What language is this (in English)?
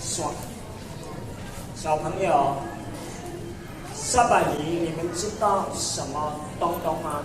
Min Nan Chinese